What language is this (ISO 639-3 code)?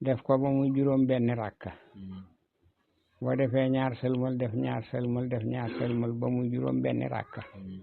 wol